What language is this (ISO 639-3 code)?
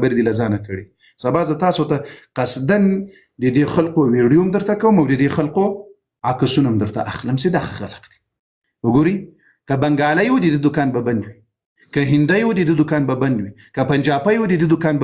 pus